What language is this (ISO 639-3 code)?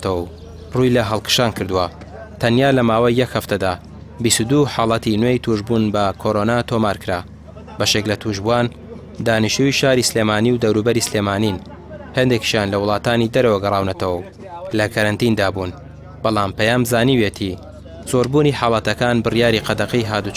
ckb